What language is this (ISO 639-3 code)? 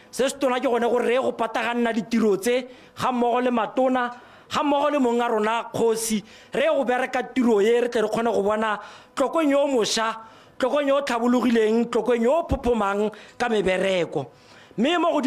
tsn